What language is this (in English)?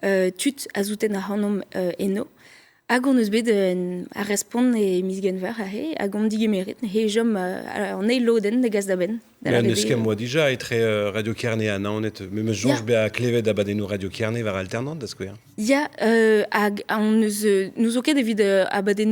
Breton